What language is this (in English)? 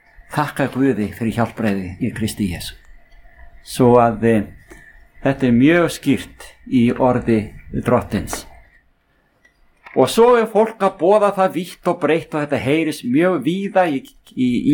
Icelandic